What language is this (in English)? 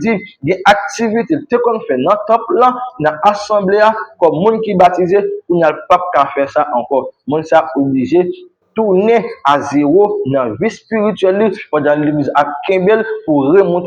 Haitian Creole